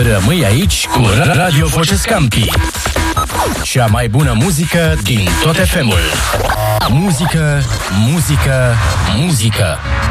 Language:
Romanian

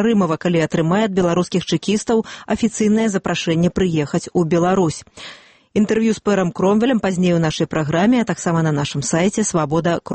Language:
Belarusian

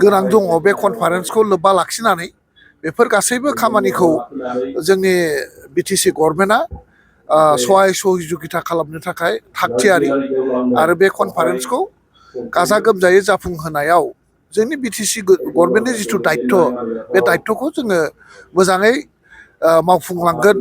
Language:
Bodo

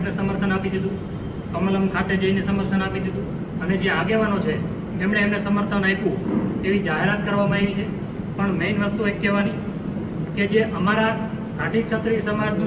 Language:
Gujarati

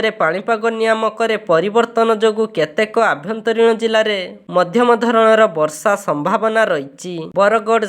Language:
Odia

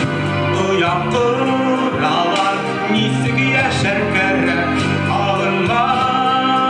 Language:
Bashkir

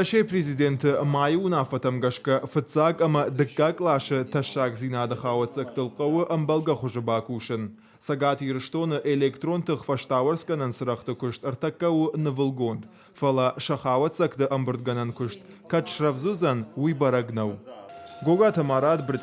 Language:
Ossetic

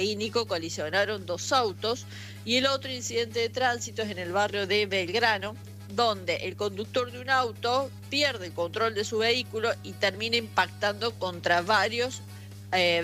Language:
Spanish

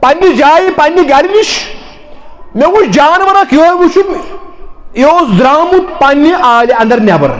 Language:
Kashmiri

